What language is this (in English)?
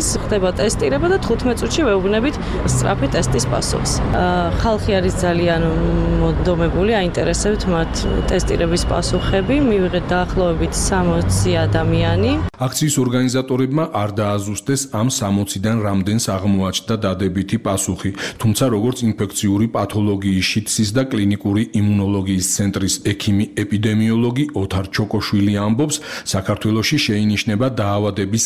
Georgian